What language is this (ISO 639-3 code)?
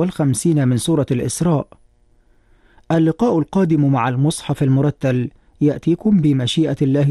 ara